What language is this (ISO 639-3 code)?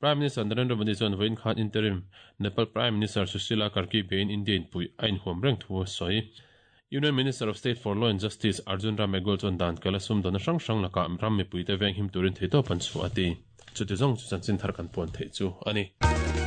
lus